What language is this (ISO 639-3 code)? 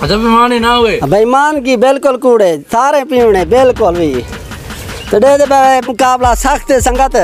skr